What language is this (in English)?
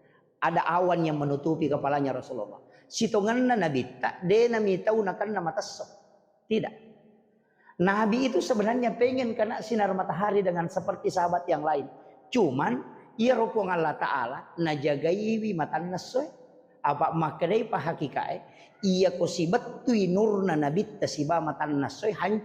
Buginese